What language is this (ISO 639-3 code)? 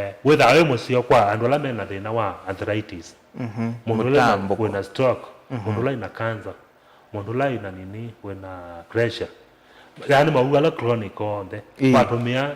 kam